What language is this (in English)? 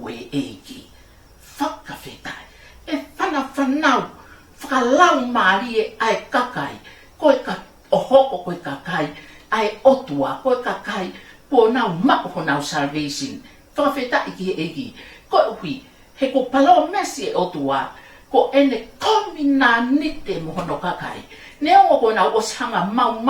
Tongan